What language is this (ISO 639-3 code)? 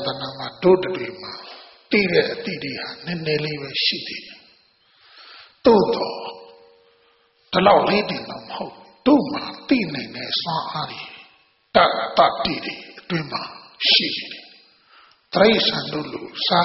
mya